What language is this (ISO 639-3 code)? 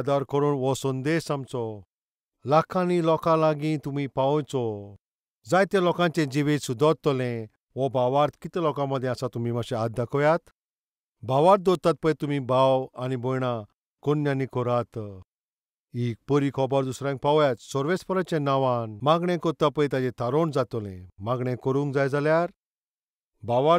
kok